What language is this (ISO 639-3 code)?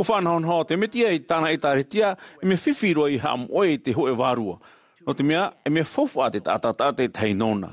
tah